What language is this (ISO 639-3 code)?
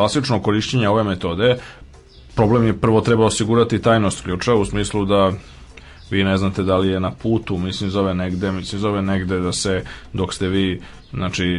srp